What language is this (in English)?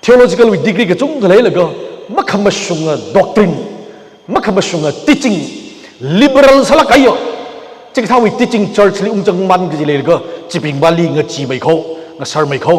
Tangkhul Naga (India)